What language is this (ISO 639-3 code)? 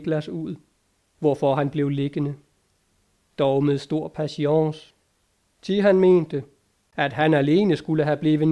dan